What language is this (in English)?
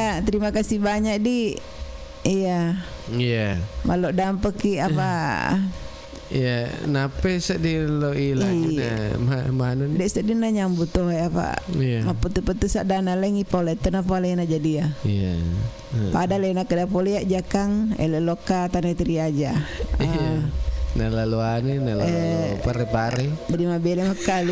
Buginese